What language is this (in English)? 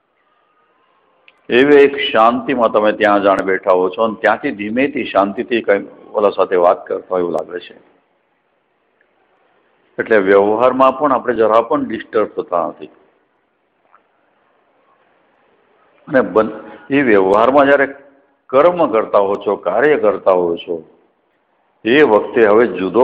Gujarati